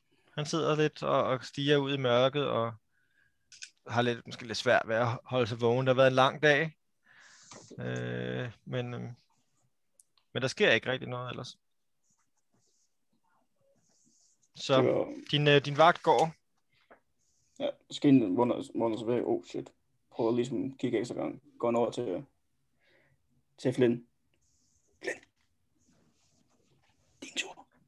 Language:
Danish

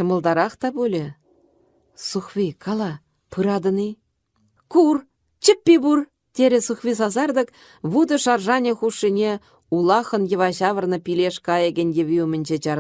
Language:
Chuvash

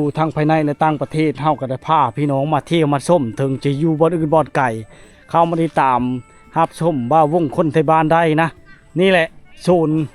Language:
Lao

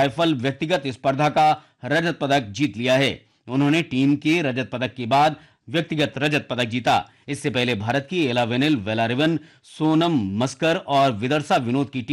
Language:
Hindi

